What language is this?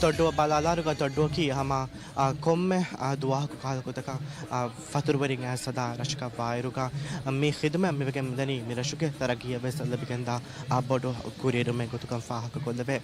Divehi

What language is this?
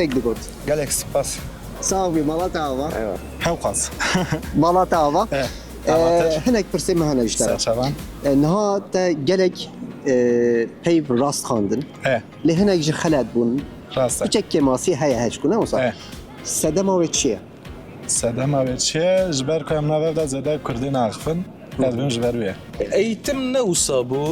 Kurdish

